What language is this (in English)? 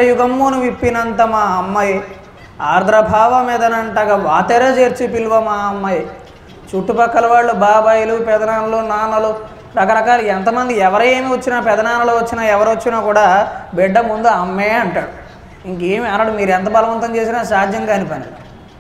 Telugu